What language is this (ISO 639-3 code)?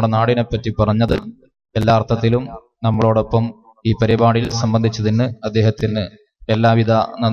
mal